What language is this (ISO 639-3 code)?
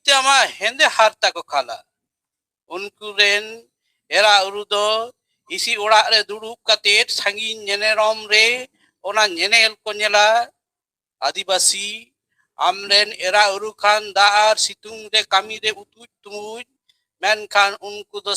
sat